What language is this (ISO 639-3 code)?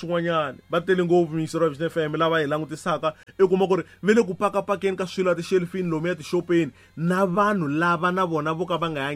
tso